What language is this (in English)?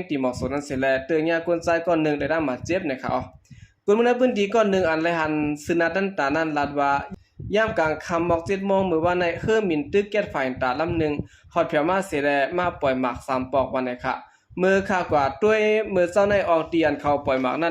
Shan